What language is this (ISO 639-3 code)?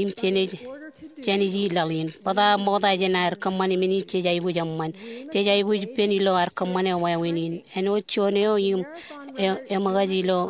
mah